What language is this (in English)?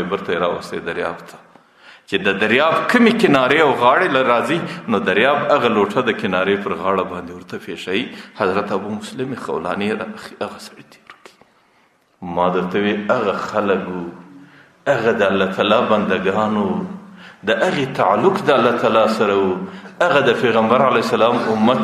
Pashto